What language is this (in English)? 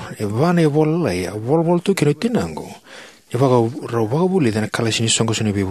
Fijian